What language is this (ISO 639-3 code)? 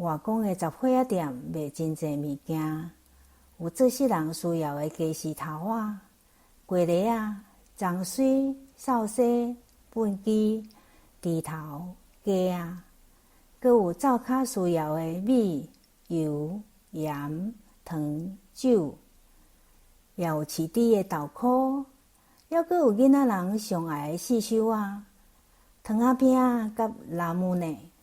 nan